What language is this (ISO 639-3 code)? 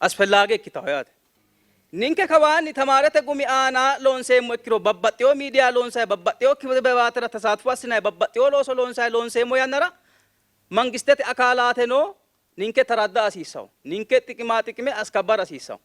sid